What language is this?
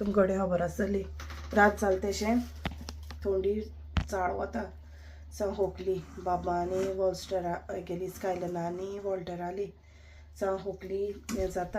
Konkani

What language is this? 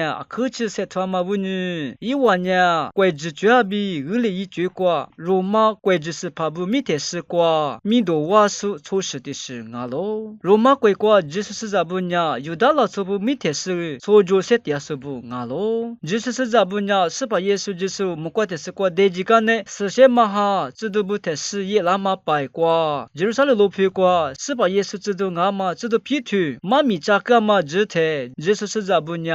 Lisu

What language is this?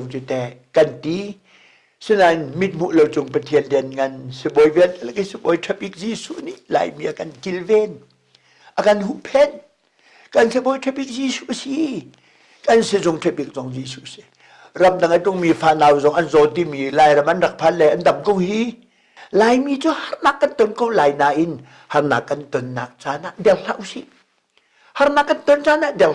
Hakha Chin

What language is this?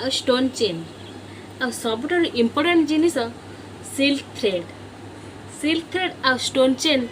Odia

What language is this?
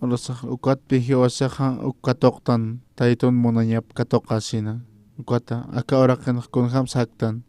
Aymara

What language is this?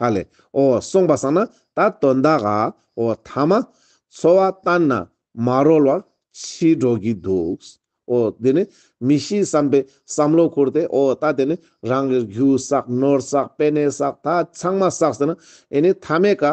Ladakhi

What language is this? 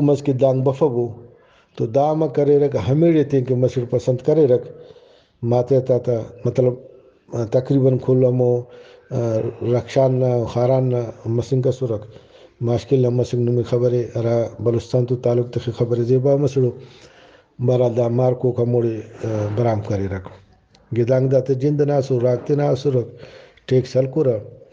Brahui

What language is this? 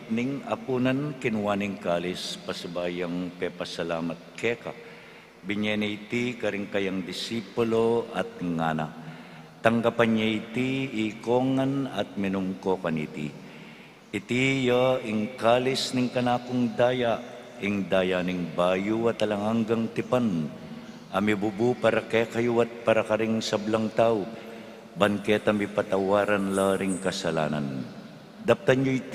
Pampanga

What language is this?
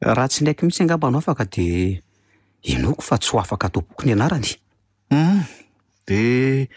Malagasy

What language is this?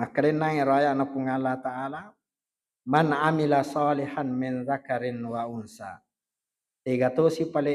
Buginese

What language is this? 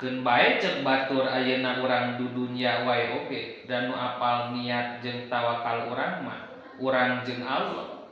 Sundanese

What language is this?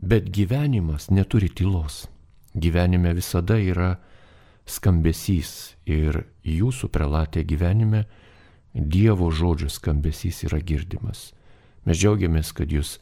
Lithuanian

